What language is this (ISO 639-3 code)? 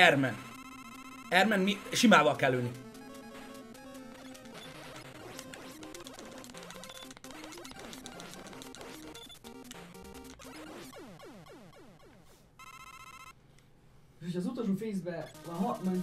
hun